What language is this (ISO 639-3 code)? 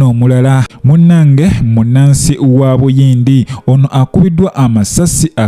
lug